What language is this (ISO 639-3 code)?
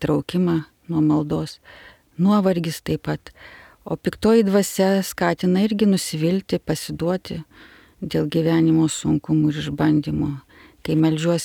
lit